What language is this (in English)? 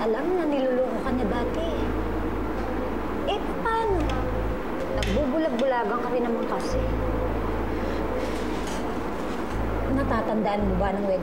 Filipino